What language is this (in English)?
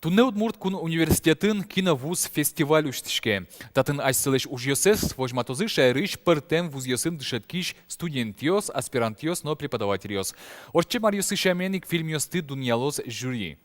Udmurt